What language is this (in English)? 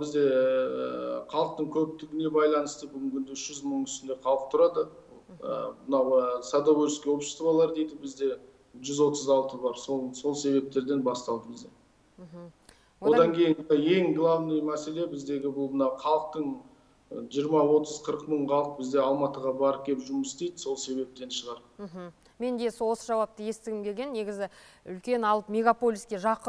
Kazakh